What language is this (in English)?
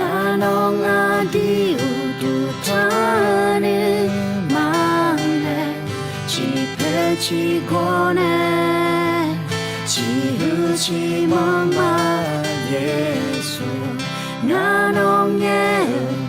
Akha